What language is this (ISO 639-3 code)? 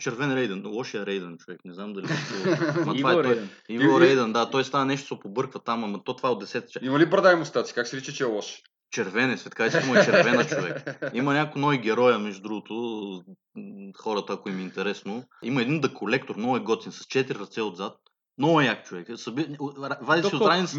bul